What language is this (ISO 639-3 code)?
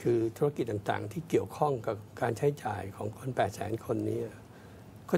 tha